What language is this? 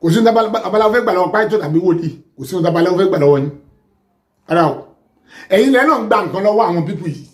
Yoruba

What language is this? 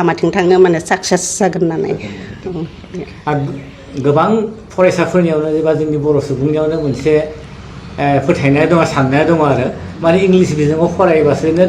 Bodo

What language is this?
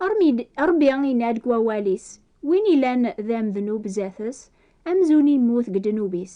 Kabyle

